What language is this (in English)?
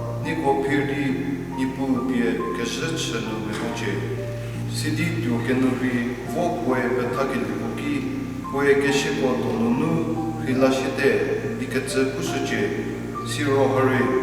Angami Naga